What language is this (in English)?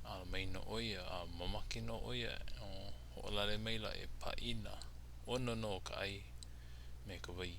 Hawaiian